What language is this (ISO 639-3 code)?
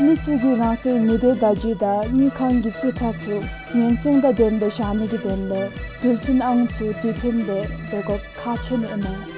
dzo